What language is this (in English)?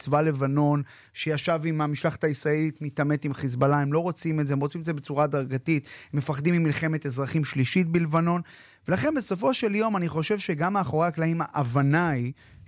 Hebrew